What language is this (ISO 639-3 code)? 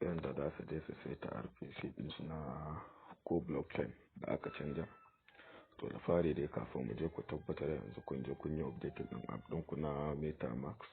hau